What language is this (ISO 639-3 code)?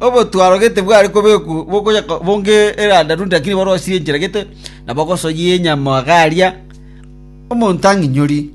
guz